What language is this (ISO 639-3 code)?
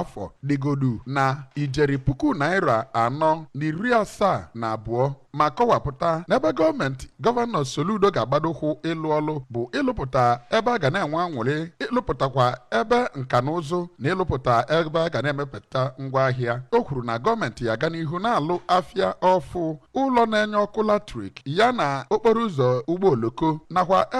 ibo